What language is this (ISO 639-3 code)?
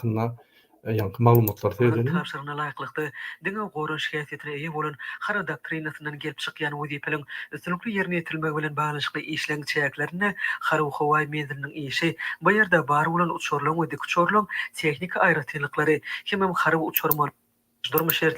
tuk